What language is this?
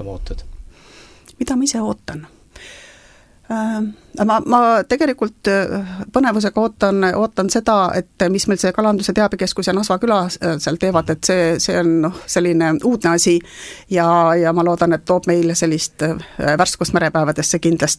Estonian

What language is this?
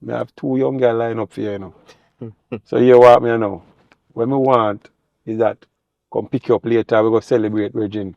Jamaican Creole English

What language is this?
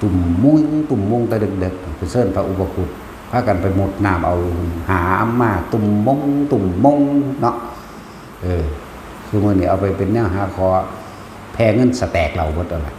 Northeastern Thai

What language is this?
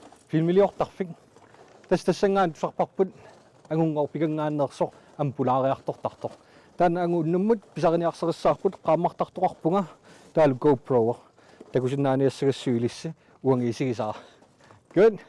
Kalaallisut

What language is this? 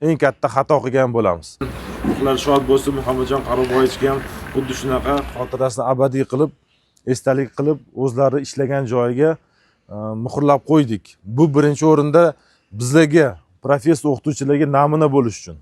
Uzbek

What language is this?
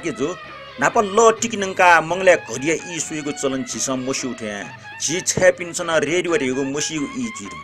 Newari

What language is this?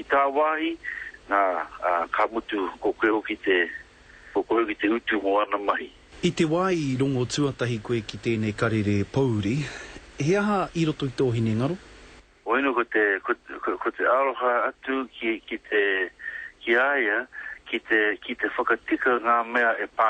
Māori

